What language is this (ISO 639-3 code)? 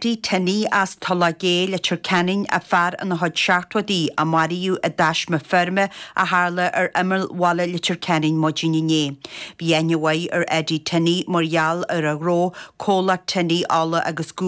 gle